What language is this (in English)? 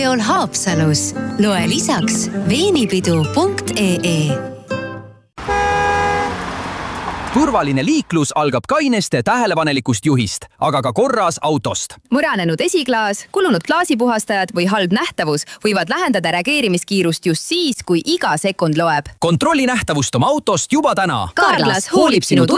Estonian